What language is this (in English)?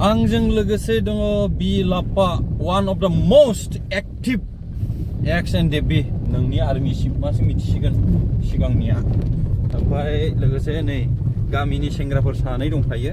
Bodo